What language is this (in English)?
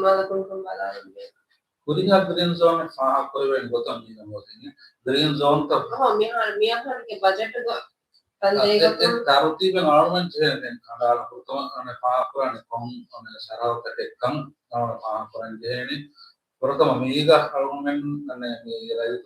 Divehi